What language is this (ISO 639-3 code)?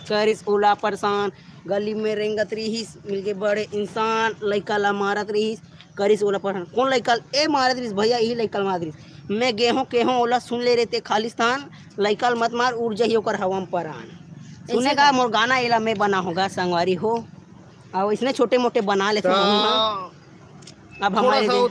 hne